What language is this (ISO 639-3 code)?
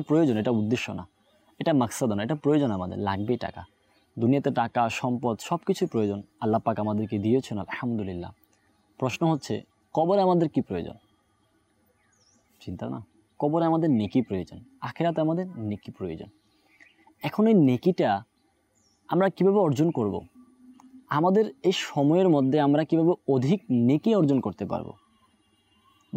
ben